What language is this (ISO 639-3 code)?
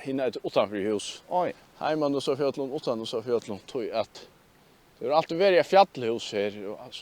fao